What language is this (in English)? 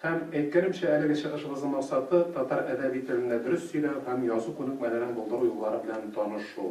Tatar